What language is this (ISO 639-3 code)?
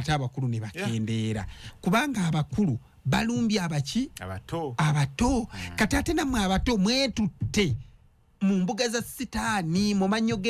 lug